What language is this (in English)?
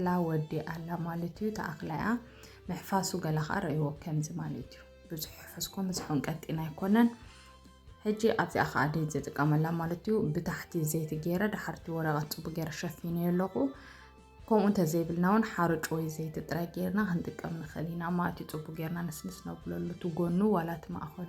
Tigrinya